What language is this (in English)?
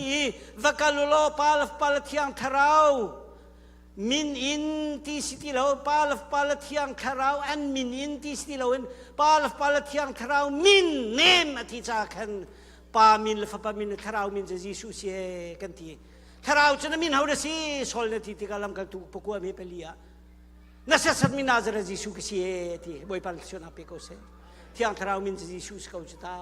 Hakha Chin